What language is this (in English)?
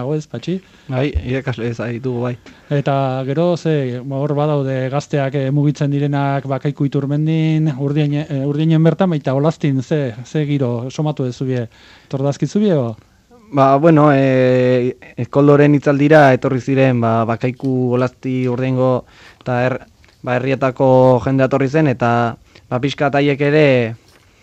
Basque